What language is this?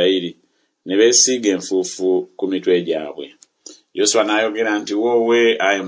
Ganda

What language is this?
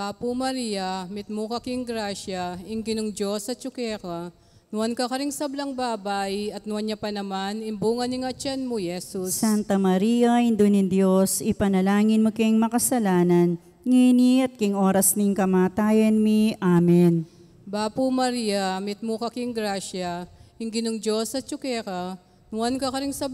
Pampanga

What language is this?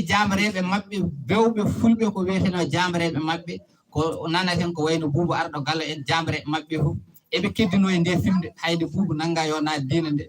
Fula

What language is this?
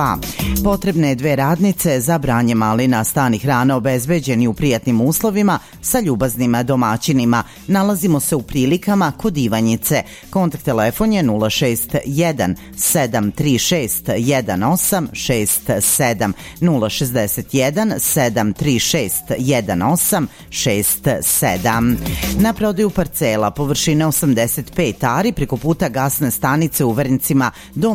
Serbian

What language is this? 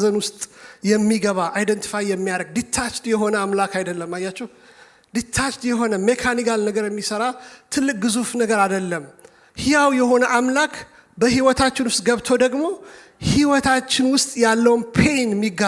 Amharic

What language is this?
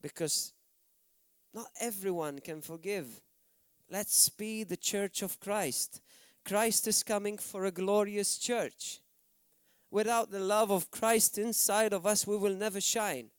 English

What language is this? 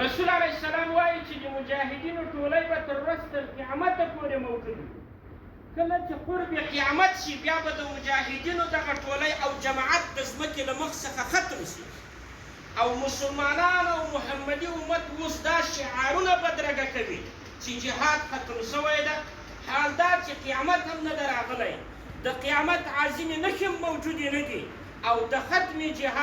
Pashto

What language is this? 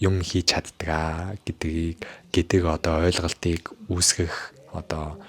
Mongolian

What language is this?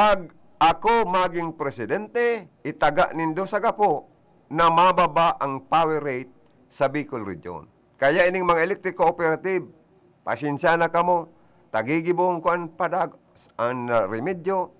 Bikol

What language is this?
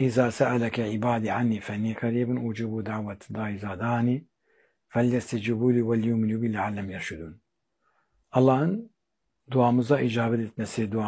Turkish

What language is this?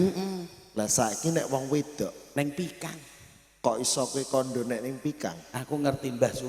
Javanese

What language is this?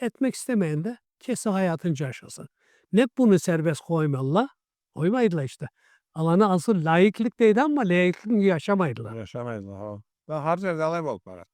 Karachay-Balkar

